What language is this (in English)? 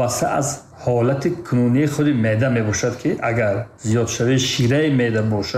Tajik